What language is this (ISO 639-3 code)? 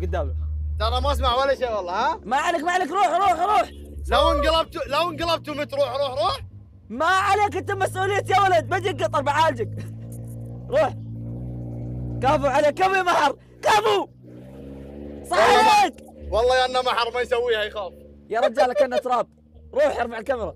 ara